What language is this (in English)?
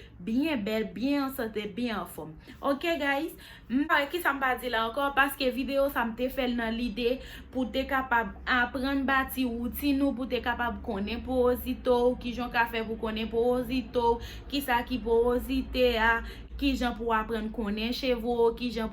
Haitian Creole